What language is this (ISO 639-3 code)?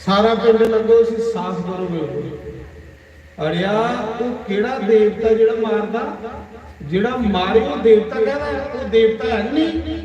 doi